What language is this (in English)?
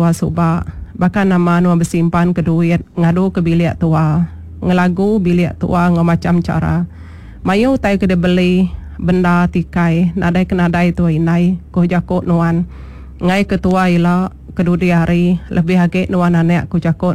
Iban